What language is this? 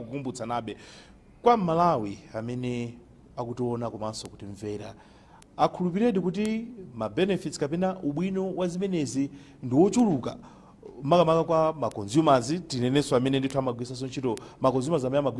Nyanja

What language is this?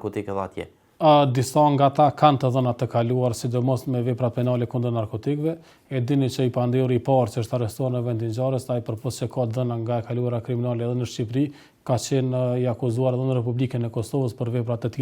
Albanian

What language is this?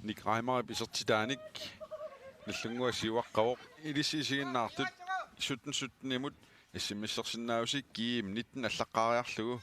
Kalaallisut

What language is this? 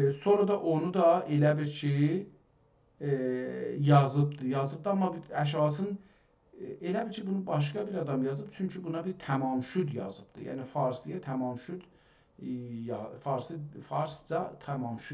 South Azerbaijani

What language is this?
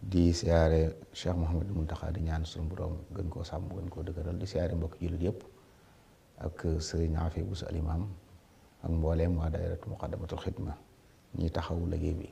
Wolof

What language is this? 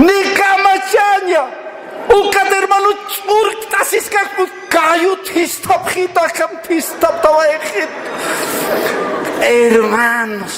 Aymara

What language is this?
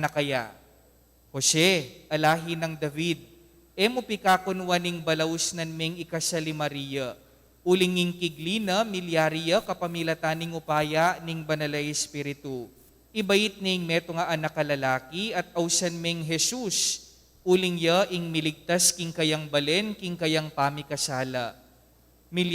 Pampanga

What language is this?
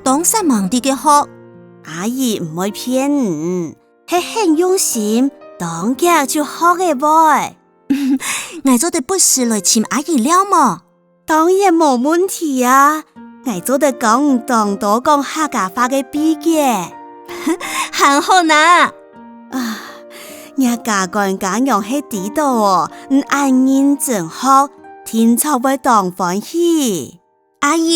Hakka Chinese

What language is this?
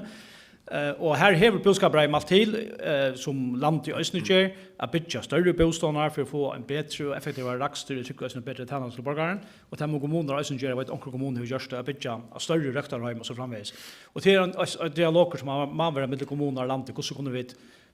Faroese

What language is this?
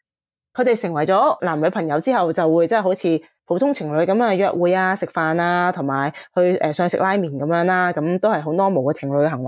Cantonese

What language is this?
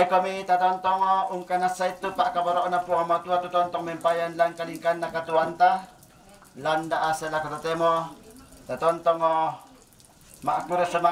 Toraja-Sa'dan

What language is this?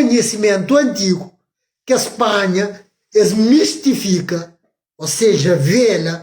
Kabuverdianu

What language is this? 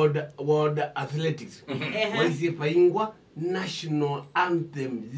Kamba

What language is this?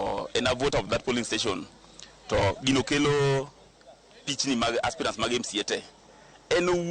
Luo (Kenya and Tanzania)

